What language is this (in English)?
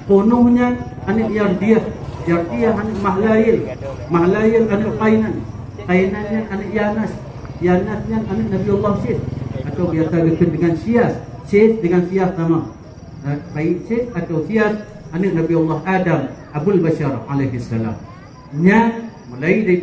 Achinese